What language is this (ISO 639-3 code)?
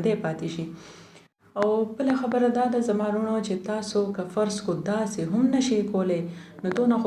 pus